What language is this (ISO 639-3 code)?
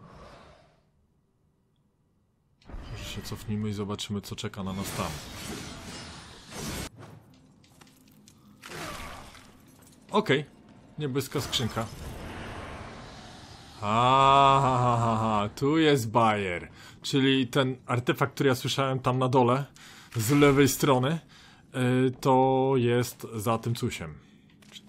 pol